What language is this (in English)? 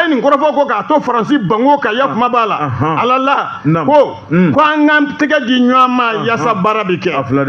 Bambara